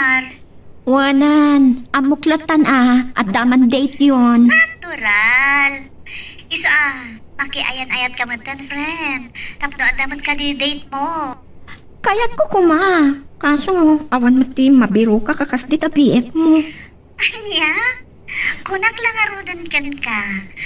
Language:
Iloko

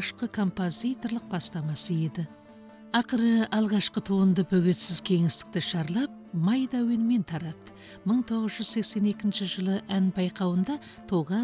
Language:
Kazakh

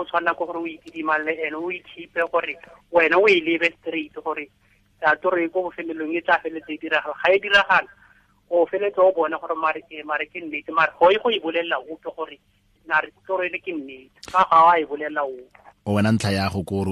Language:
Tswana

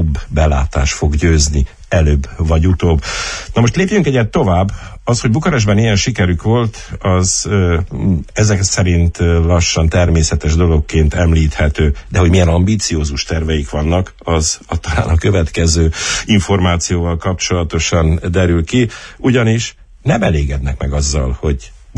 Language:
Hungarian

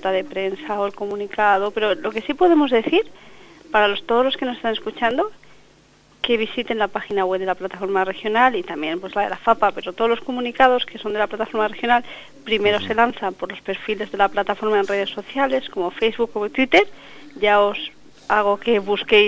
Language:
Spanish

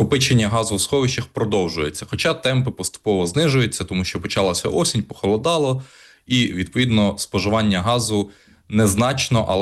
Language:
Ukrainian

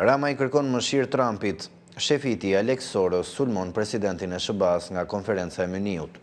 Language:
Albanian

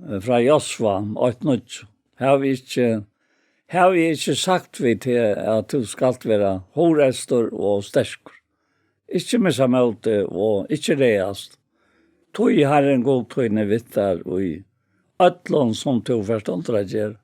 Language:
Faroese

